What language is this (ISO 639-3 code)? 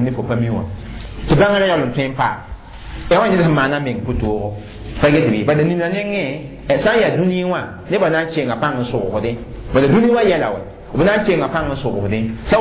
mos